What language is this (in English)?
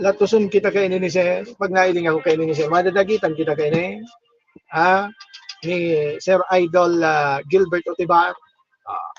Bikol